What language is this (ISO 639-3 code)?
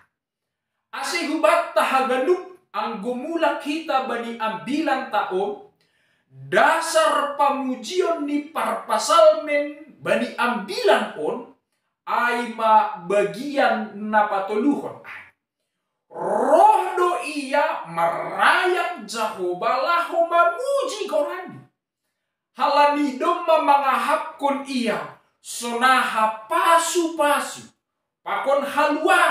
bts